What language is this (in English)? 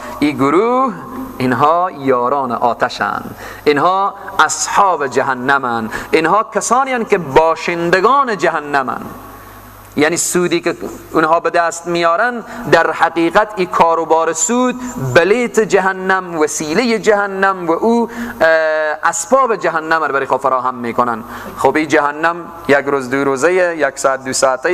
Persian